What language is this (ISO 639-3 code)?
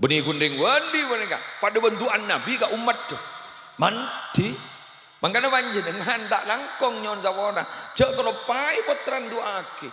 mad